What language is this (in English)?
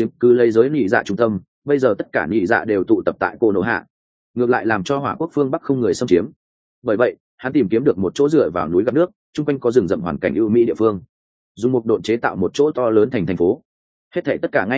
Vietnamese